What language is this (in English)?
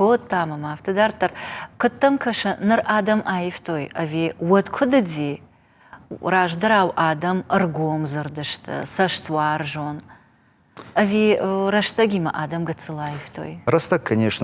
Ossetic